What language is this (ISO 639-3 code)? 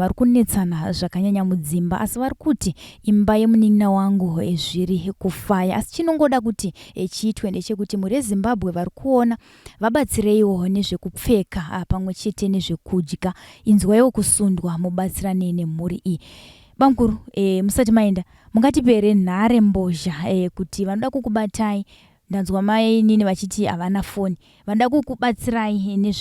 sna